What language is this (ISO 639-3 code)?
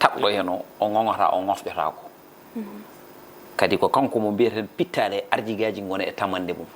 ful